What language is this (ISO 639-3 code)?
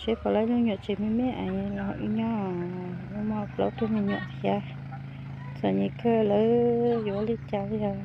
hmn